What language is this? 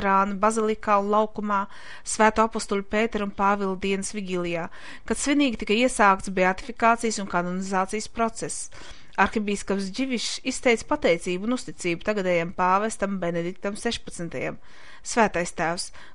Latvian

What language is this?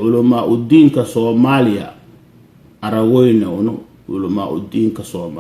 Somali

